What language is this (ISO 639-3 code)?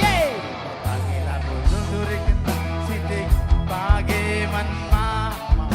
btx